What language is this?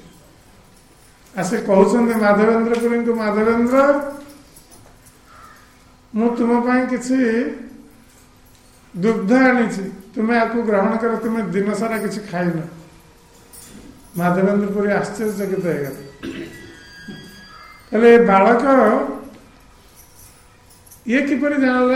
Odia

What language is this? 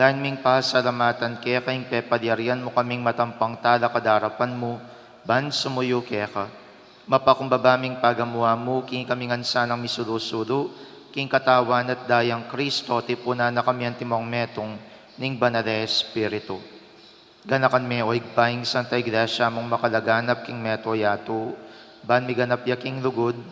Pampanga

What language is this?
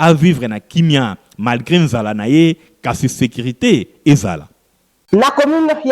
Lingala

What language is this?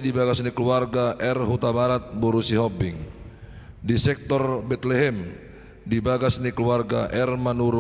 Batak Toba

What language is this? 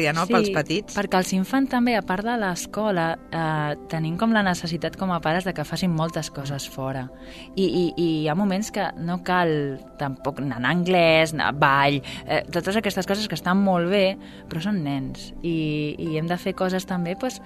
Catalan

